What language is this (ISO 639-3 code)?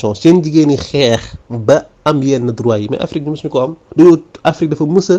wol